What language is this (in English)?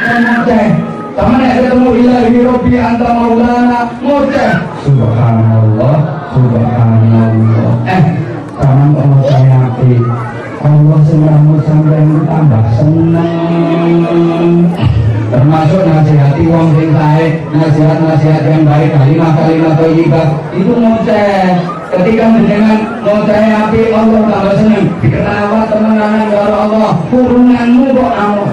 Javanese